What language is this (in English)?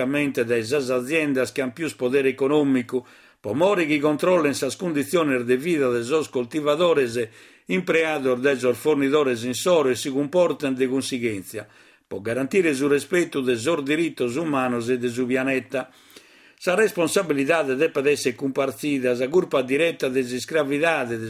Sardinian